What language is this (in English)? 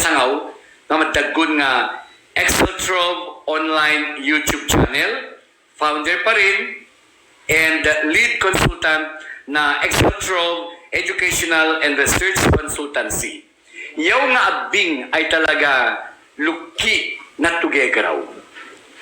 Ibanag